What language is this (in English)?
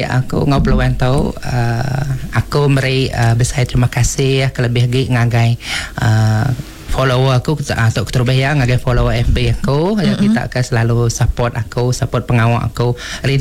Iban